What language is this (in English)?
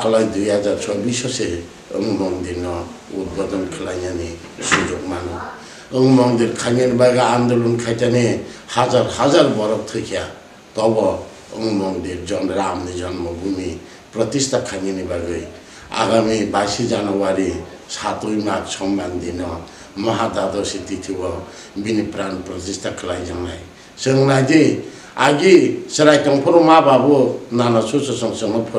Kok Borok